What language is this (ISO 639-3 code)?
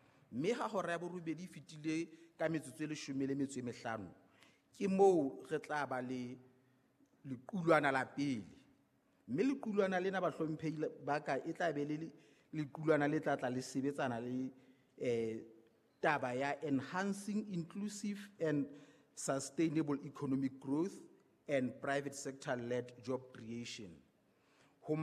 sot